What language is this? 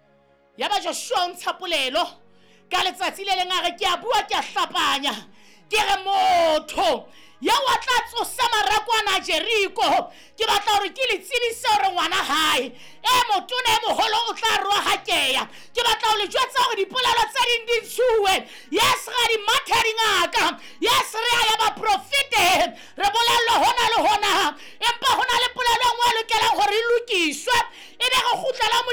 Southern Sotho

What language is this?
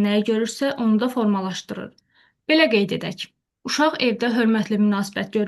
Azerbaijani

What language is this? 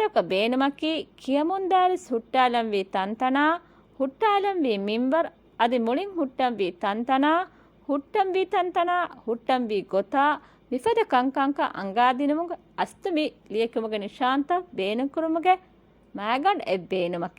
Divehi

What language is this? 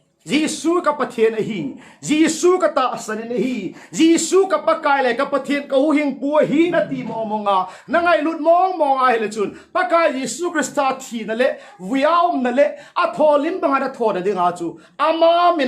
Thado Chin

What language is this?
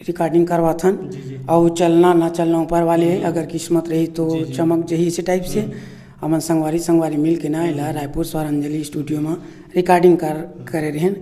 Chhattisgarhi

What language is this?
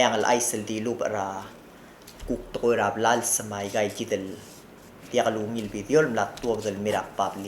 Palauan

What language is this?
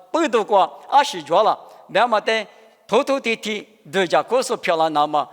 Lisu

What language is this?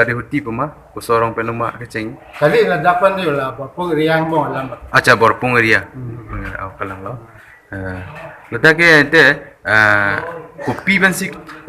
Karbi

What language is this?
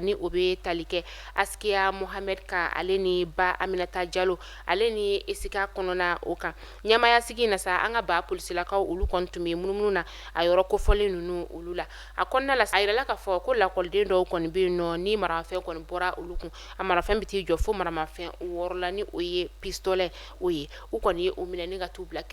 Bambara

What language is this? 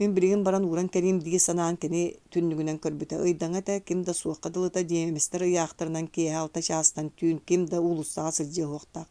Yakut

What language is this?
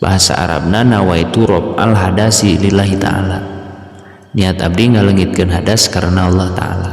Sundanese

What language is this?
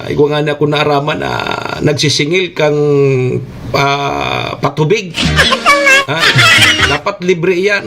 Bikol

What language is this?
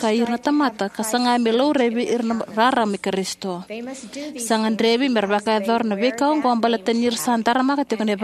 Fijian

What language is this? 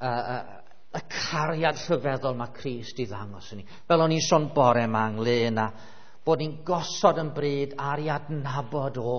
Welsh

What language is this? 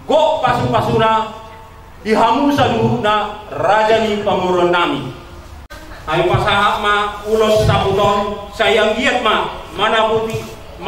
Batak Toba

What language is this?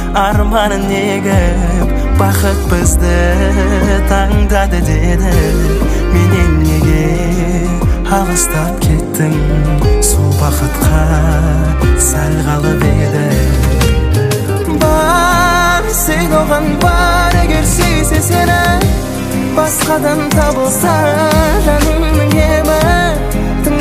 Kazakh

